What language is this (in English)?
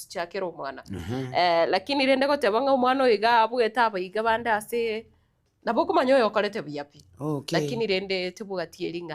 Gusii